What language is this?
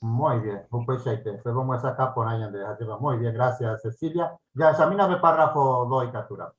Guarani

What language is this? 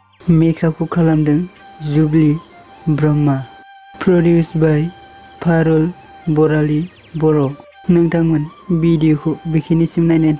Bodo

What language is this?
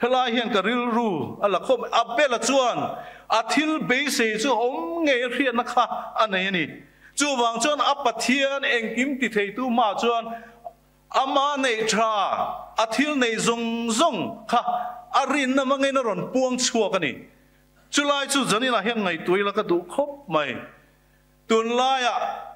Mizo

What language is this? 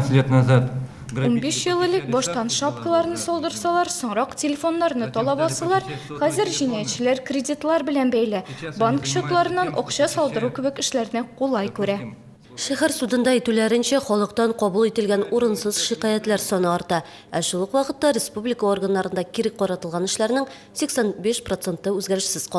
Tatar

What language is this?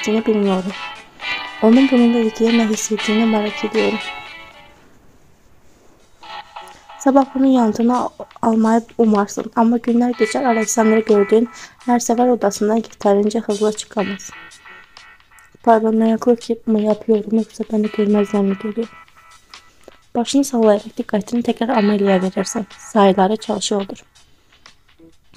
Turkish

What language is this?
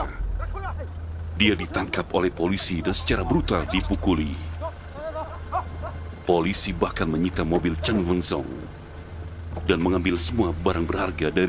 Indonesian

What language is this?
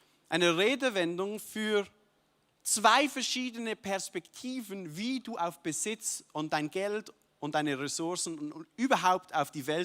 Swiss German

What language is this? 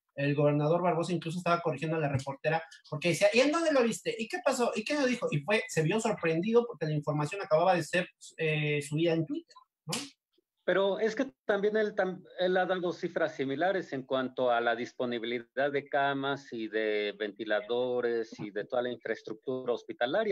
Spanish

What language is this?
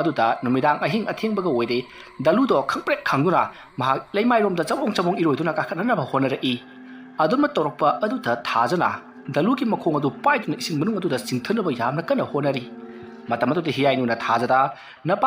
Manipuri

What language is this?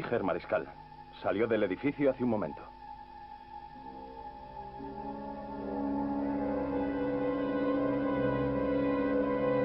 Spanish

